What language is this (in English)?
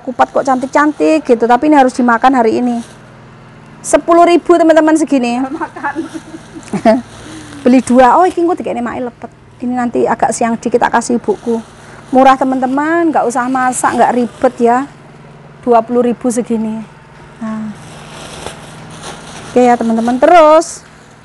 Indonesian